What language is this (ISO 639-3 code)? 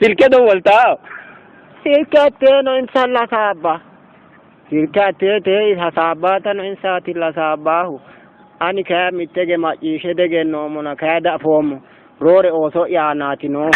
sid